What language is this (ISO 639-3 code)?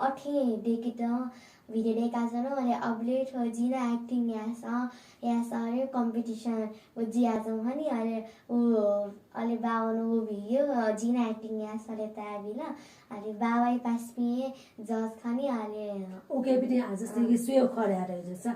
new